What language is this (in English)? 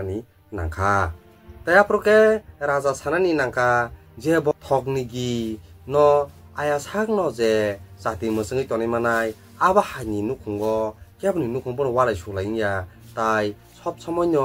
Kok Borok